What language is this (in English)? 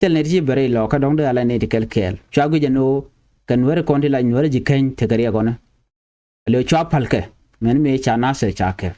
Nuer